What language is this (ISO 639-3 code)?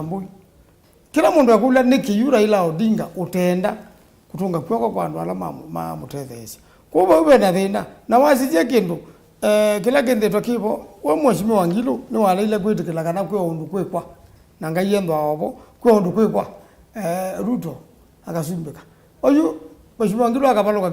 kam